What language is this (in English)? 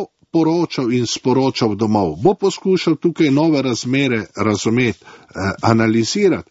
Slovenian